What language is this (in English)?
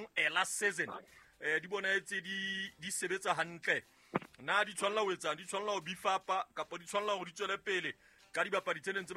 Southern Sotho